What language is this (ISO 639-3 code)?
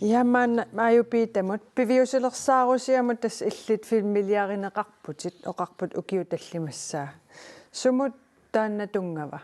kal